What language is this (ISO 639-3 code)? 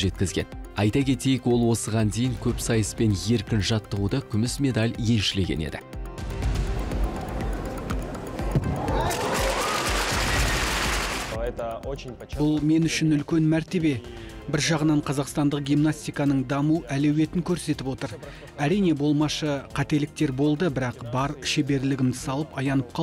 kaz